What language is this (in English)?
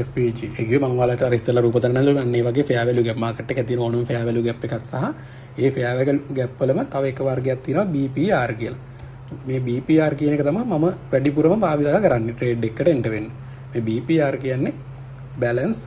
Sinhala